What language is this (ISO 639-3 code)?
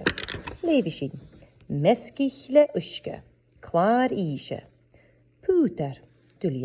gla